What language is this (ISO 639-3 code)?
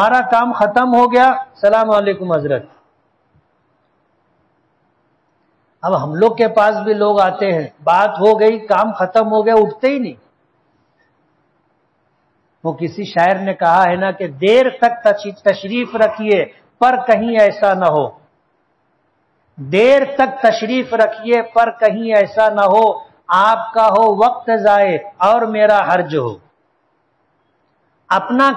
urd